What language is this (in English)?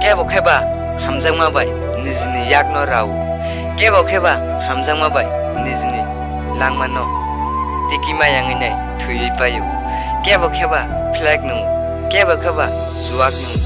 Kok Borok